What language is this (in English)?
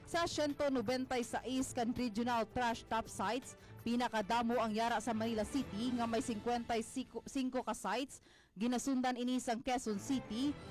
Hiligaynon